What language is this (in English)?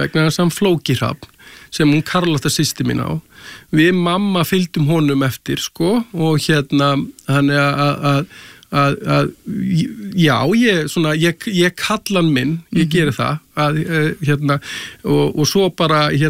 Icelandic